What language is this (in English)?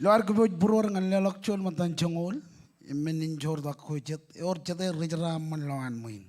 Marshallese